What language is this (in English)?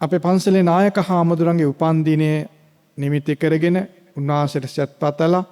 Sinhala